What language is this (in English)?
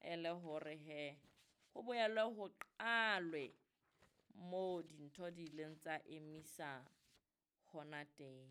Southern Sotho